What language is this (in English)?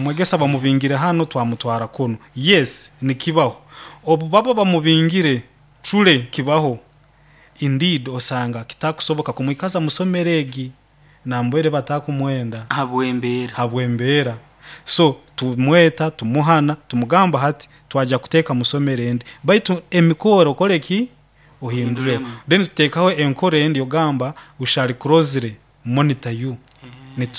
Nyoro